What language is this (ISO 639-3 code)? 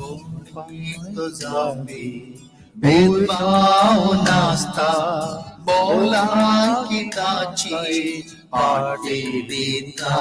kok